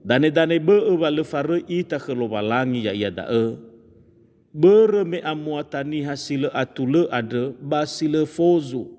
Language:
Nias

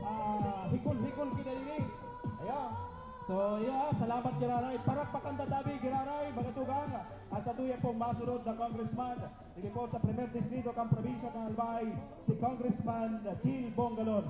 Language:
Bikol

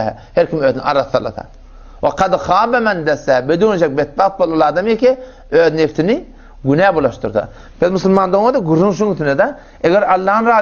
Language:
Turkmen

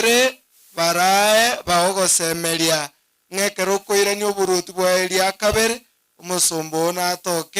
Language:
Gusii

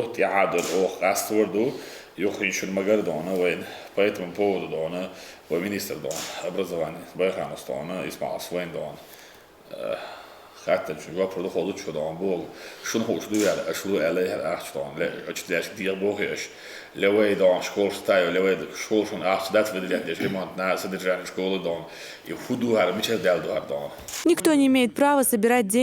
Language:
Chechen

